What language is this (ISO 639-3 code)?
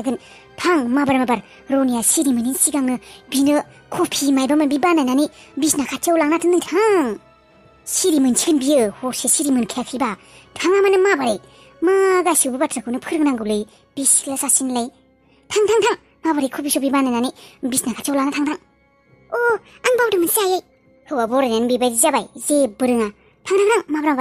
brx